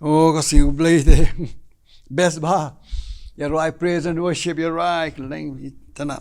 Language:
Khasi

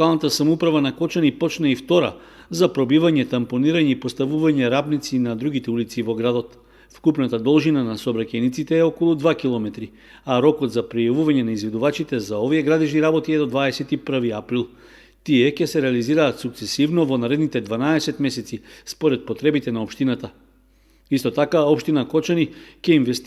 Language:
Macedonian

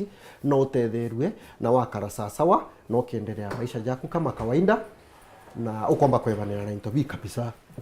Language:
Meru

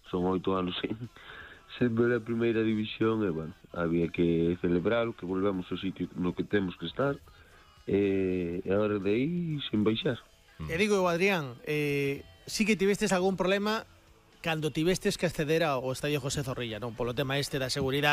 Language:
Galician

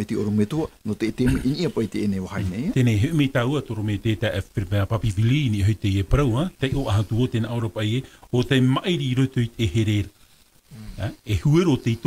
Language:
Tahitian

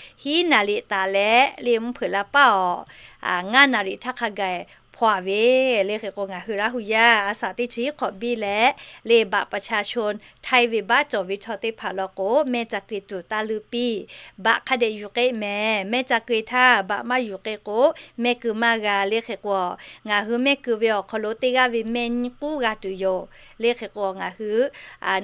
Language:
Lahu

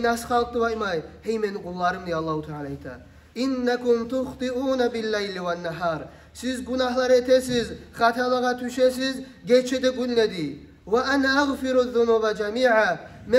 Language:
Kumyk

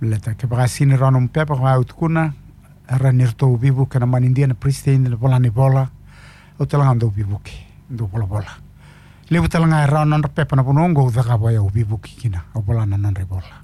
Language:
Fijian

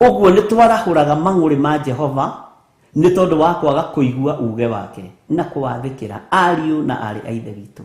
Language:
Kikuyu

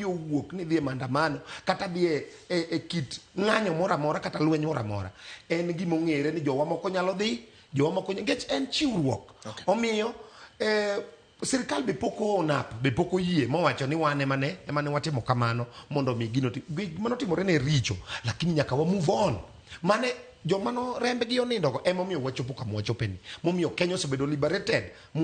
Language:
Luo (Kenya and Tanzania)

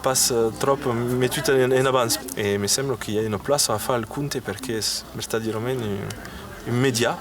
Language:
Occitan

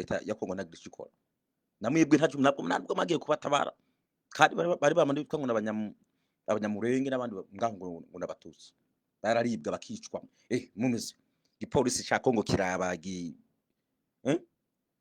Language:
Rundi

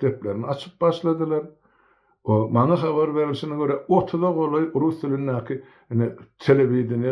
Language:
Turkmen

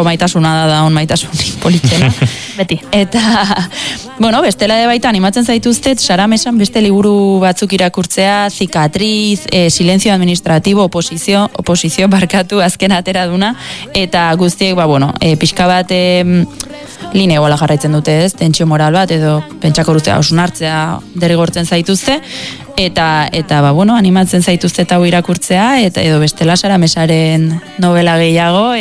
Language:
Basque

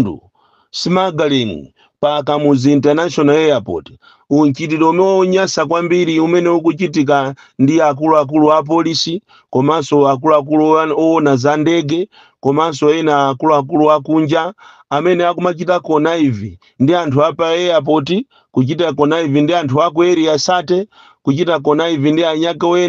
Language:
Nyanja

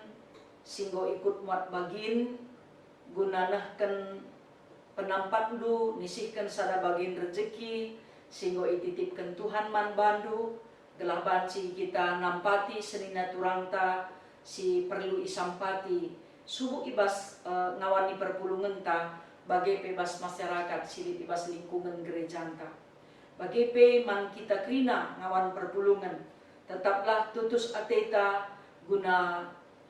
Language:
Batak Karo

